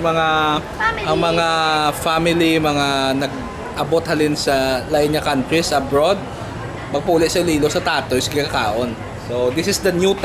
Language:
Hiligaynon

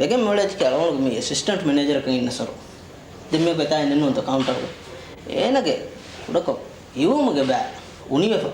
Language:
Divehi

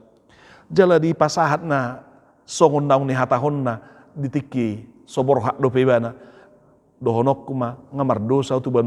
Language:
Batak Toba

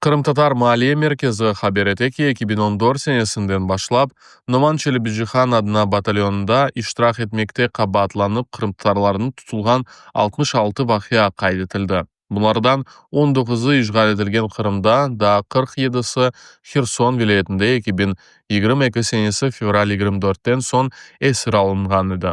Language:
Crimean Tatar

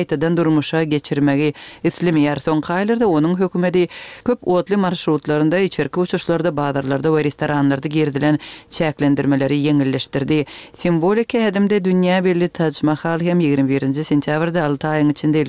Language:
Kyrgyz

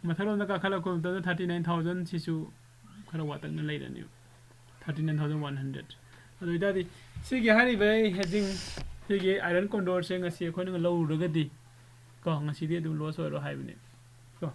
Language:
Manipuri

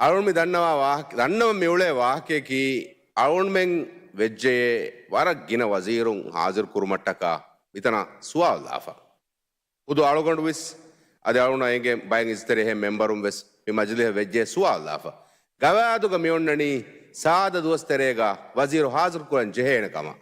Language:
Divehi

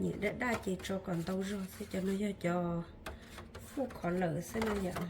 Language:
Hmong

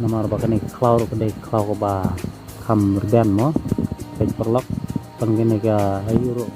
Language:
Khasi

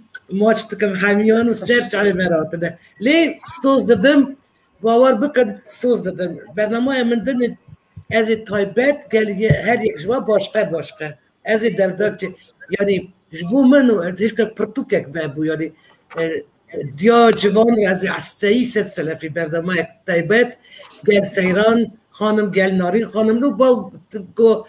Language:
Kurdish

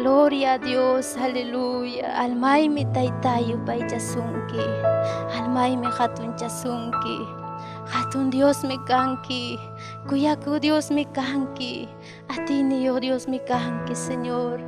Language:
Ayacucho Quechua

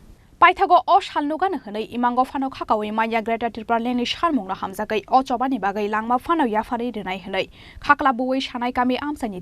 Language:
Kok Borok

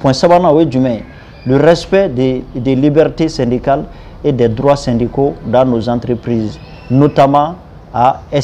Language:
Bambara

